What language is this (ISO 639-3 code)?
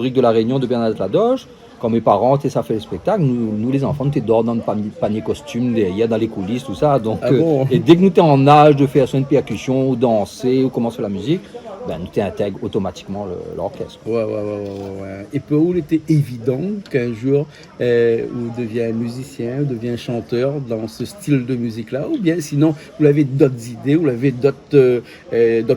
rcf